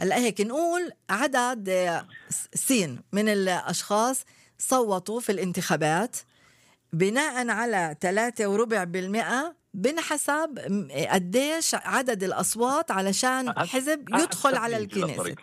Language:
North Levantine Arabic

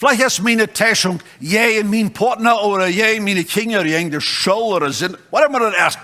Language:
Plautdietsch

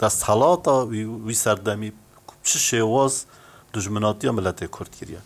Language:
Kurdish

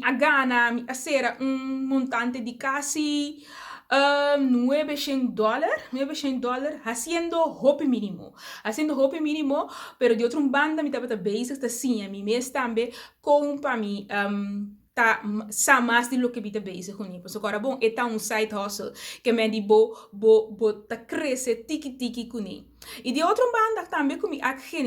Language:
Papiamento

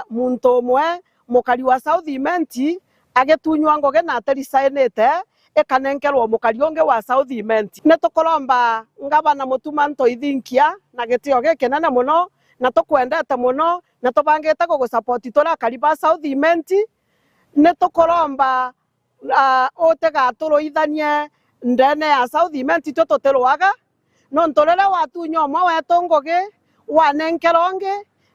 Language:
Meru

